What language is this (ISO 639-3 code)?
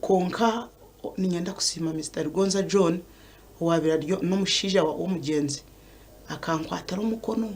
nyn